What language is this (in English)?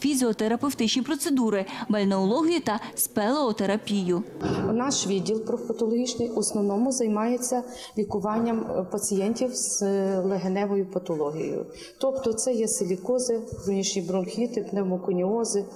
Ukrainian